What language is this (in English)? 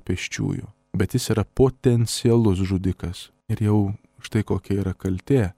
Lithuanian